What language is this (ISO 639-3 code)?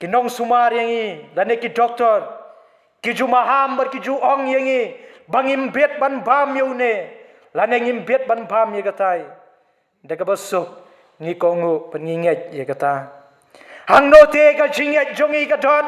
kha